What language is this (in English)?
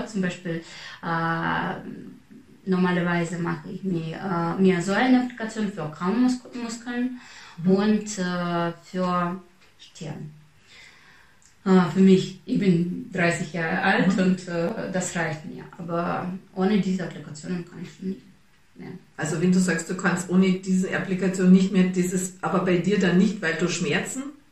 German